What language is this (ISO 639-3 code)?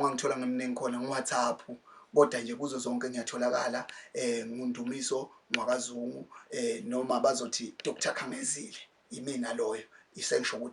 zul